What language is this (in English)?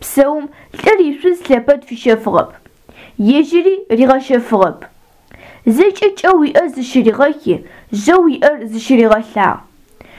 Adyghe